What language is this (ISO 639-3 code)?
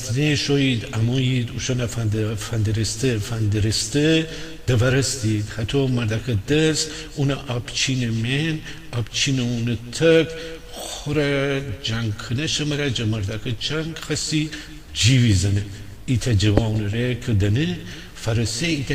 glk